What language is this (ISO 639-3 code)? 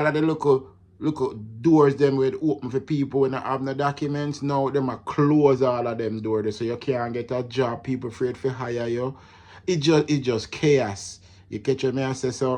jam